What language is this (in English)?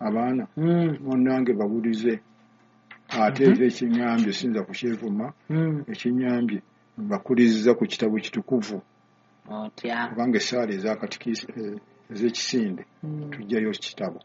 Ganda